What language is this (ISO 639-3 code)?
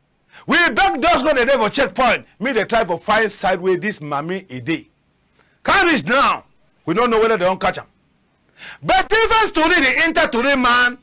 wes